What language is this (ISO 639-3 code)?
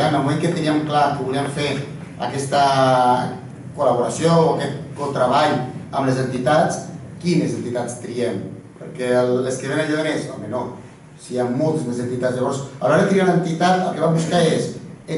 cat